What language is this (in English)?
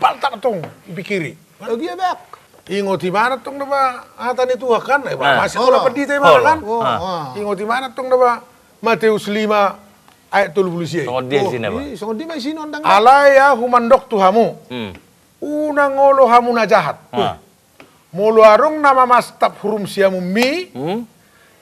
Batak Toba